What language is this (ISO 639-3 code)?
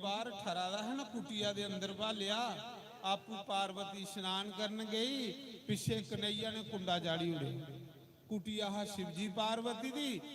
doi